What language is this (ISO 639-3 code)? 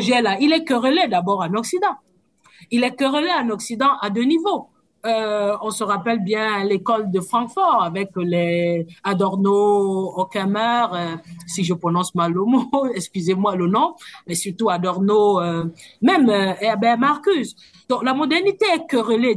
fra